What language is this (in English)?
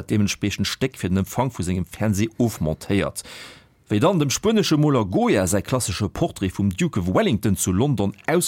Luxembourgish